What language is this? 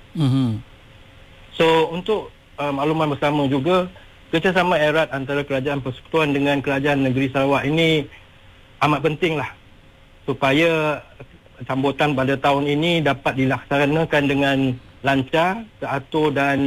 Malay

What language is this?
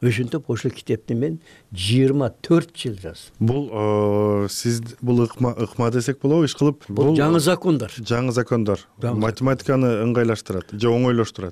Kyrgyz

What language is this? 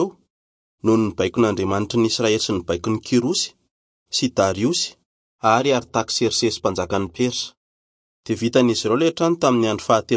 Malagasy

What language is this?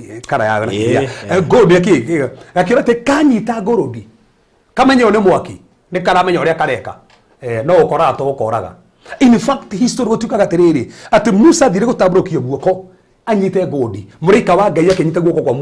Kikuyu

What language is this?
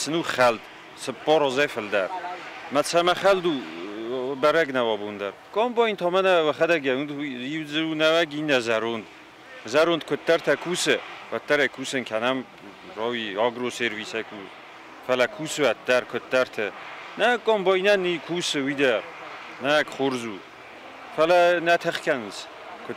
Ossetic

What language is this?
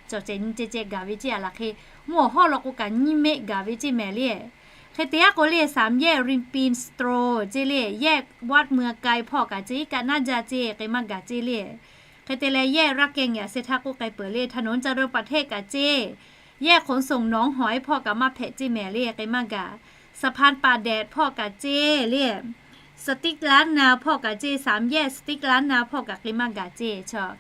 Lahu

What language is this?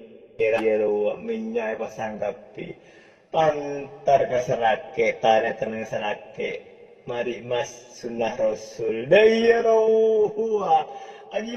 Madurese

